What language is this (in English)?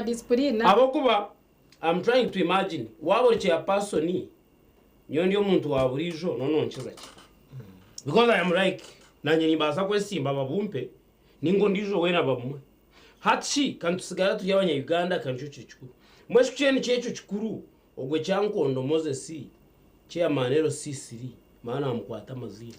Nyankole